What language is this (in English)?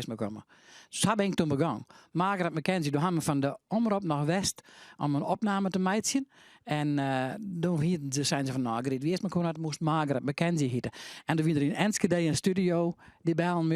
Western Frisian